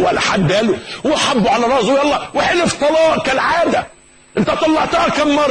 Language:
Egyptian Arabic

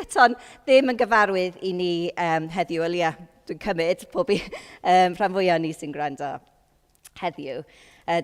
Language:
Welsh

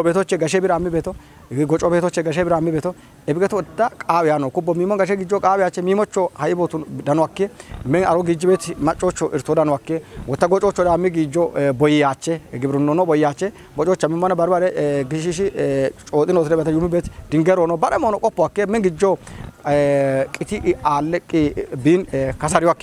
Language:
Kafa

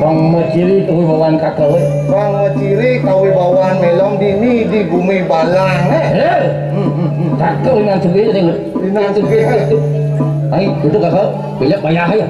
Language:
Balinese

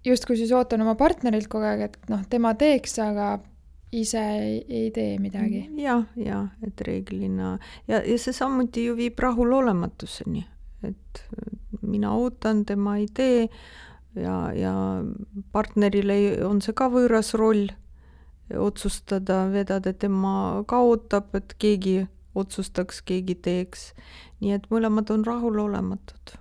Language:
Estonian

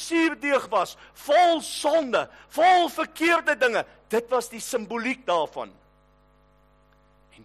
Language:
Afrikaans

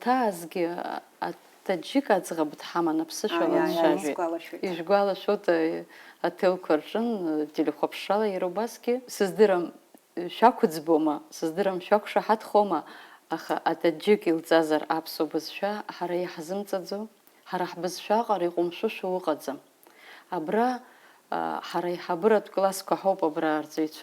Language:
Abkhazian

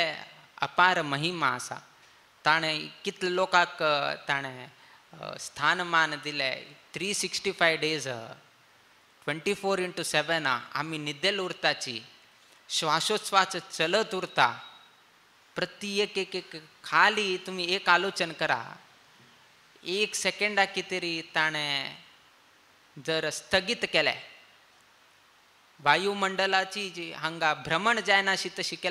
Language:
Konkani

